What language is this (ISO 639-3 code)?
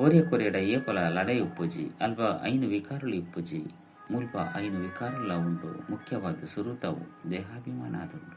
tcy